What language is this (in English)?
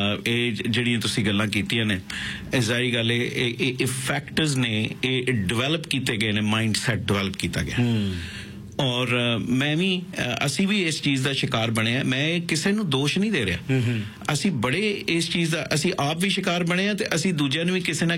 Punjabi